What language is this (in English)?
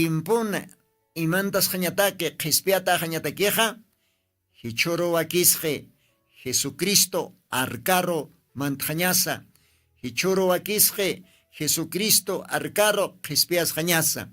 Aymara